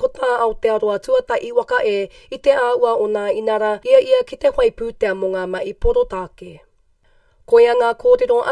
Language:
Māori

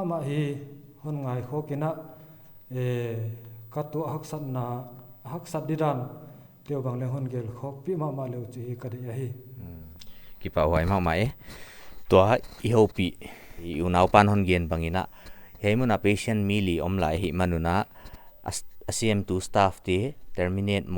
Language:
Paite Chin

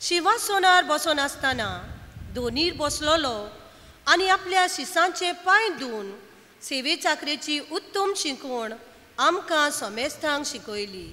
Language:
Konkani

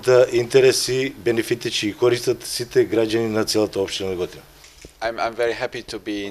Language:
Macedonian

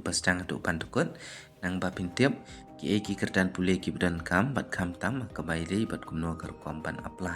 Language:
Khasi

